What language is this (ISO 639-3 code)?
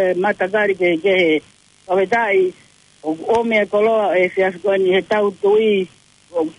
ton